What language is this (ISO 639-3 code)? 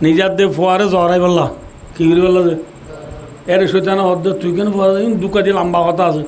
rhg